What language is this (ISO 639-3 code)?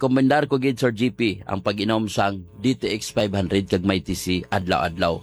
hil